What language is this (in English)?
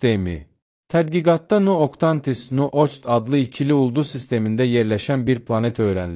Azerbaijani